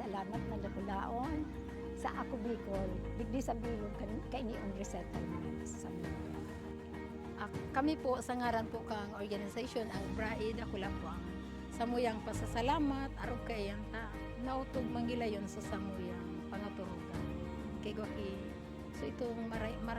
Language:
Bikol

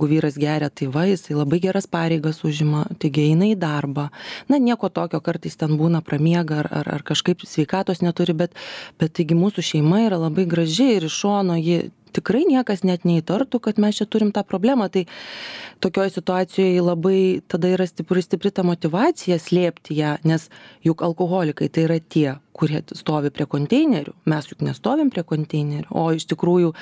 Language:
Lithuanian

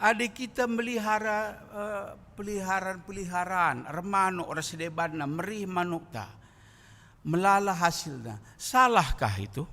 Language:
Batak Karo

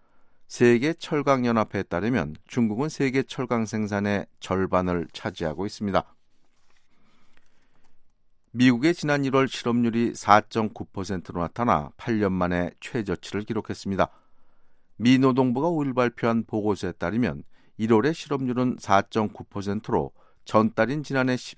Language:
Korean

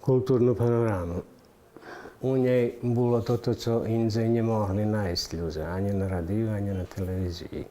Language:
Rusyn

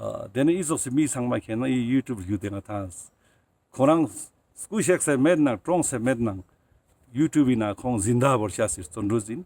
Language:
Ladakhi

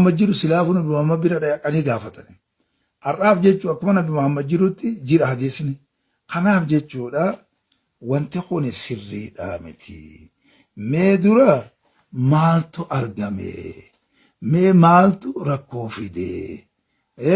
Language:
Oromo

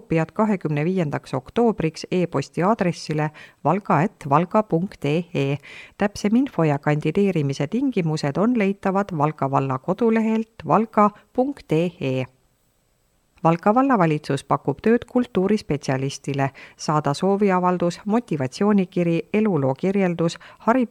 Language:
Estonian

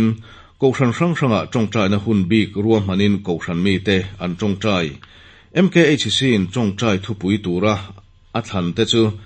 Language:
Mizo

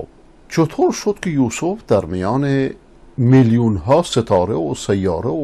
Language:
Persian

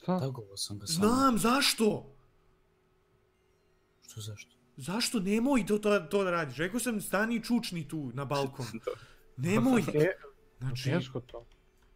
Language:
Croatian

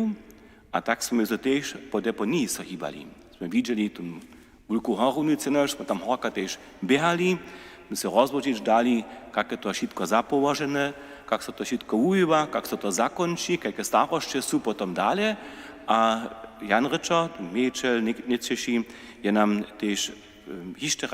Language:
Upper Sorbian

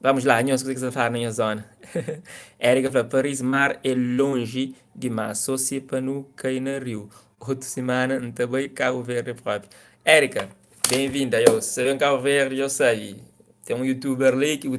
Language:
Kabuverdianu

